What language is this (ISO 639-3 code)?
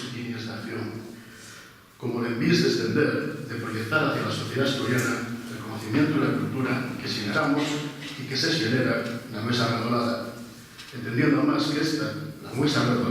ast